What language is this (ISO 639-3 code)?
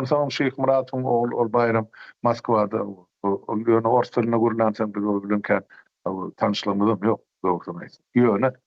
tuk